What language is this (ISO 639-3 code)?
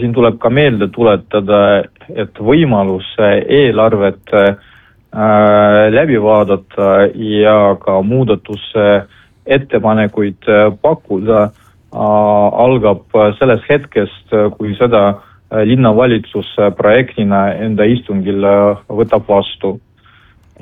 est